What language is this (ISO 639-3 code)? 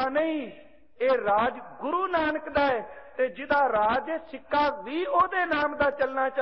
pan